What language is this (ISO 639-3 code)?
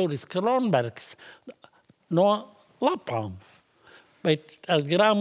lav